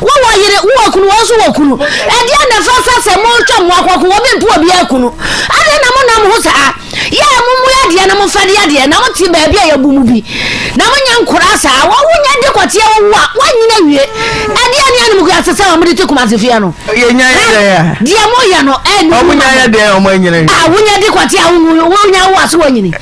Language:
Akan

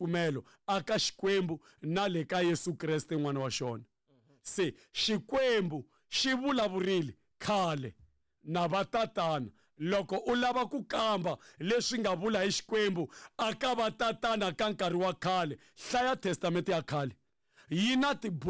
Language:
Tsonga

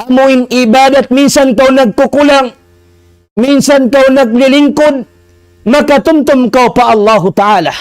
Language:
Tausug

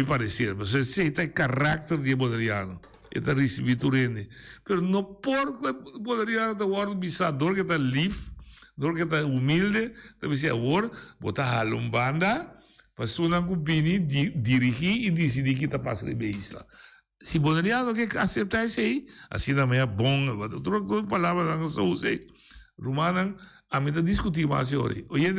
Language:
Papiamento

